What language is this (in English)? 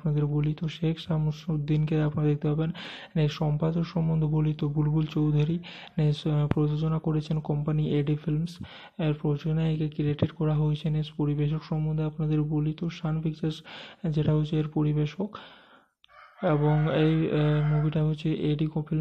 Bangla